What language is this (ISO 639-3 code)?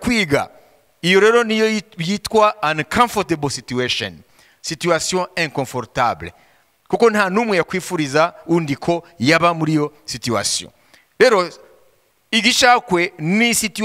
kin